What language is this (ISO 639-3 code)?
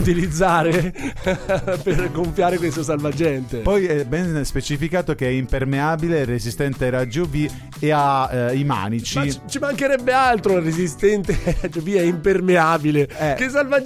ita